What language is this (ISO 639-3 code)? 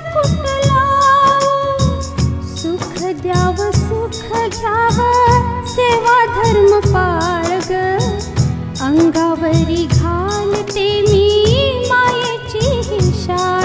mar